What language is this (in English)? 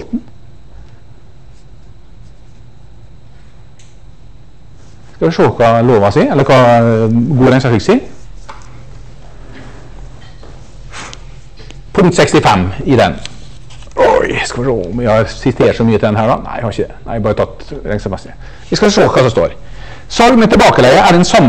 Norwegian